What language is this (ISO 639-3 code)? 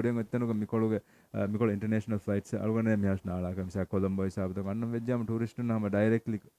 div